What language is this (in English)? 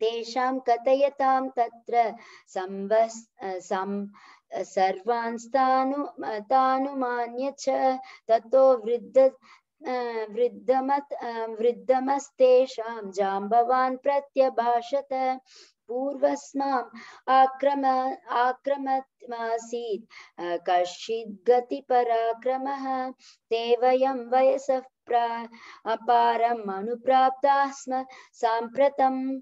Sanskrit